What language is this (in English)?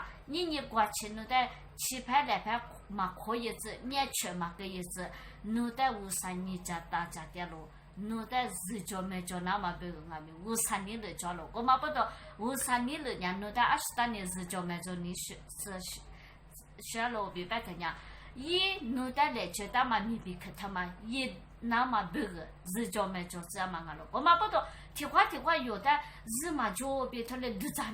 Lisu